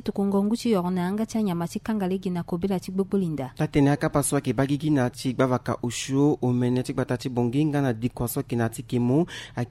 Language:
Sango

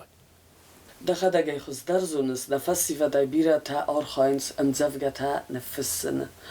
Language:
Ossetic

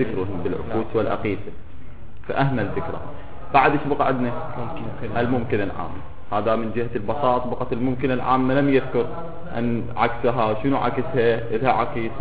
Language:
Mesopotamian Arabic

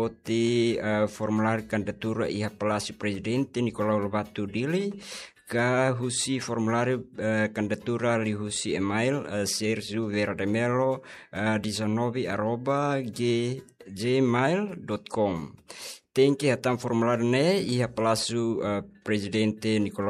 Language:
Tetum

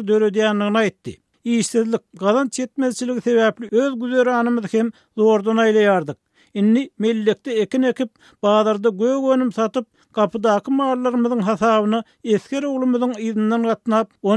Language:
Turkmen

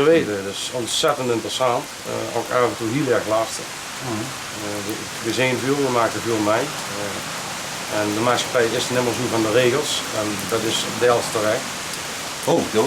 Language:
Limburgish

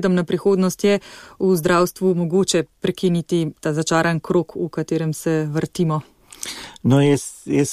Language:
Slovenian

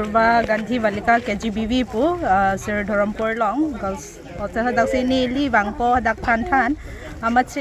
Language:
Karbi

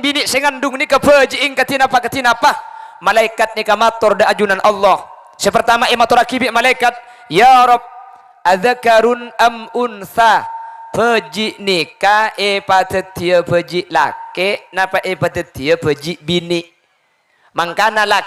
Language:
Madurese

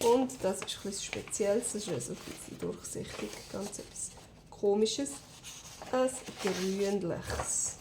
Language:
Swiss German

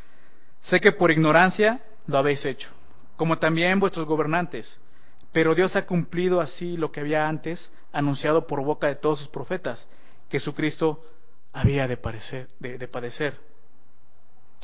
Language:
Spanish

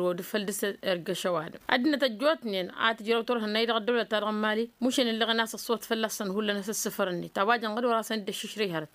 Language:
Tamasheq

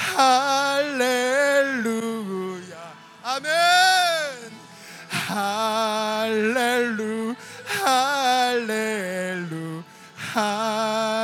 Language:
Korean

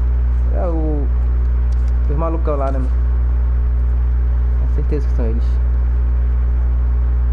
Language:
Portuguese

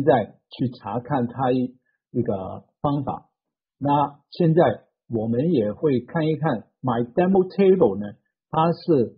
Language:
Chinese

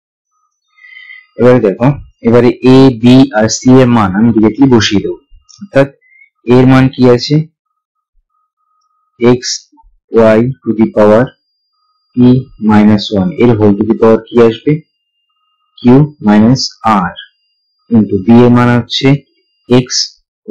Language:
Bangla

